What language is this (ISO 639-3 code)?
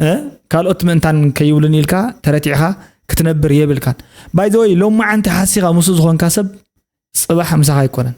tir